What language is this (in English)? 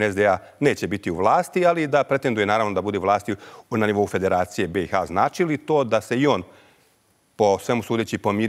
Bosnian